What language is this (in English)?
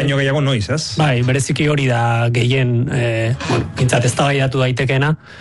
Basque